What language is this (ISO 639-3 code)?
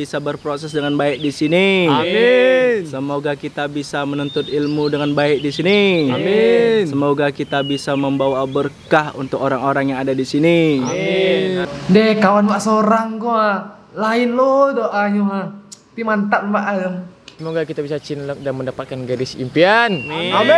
min